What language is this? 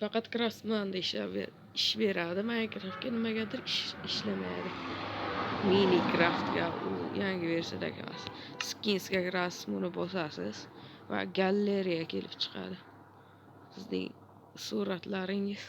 Uzbek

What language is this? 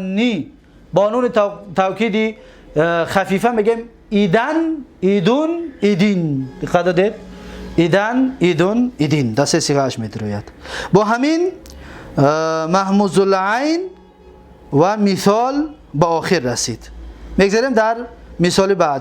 Tajik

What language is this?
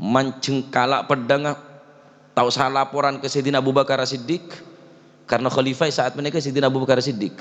Madurese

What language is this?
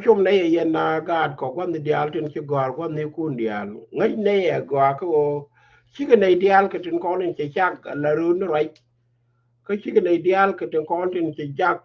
Nuer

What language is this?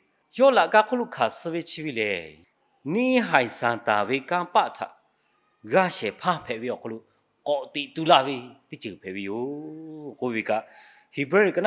Lahu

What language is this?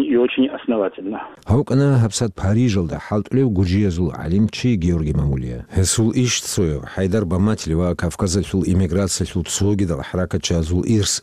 Avaric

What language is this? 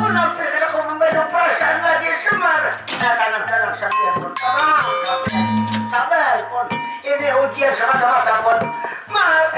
Banjar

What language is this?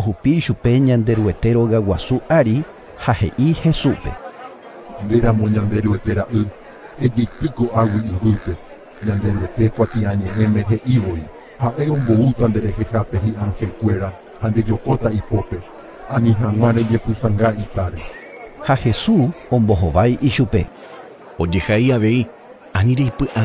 Guarani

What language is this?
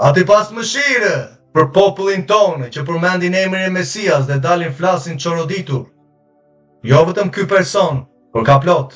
Albanian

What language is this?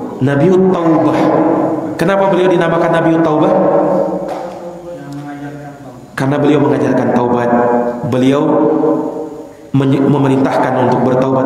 Indonesian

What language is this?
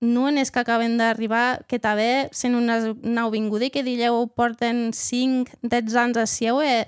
Occitan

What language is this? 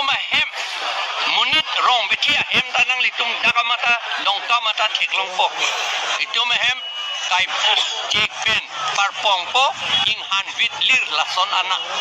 Karbi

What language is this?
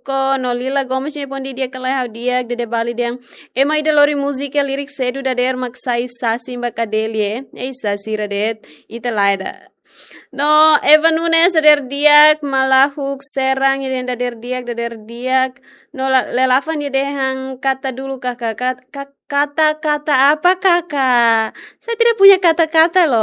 Tetum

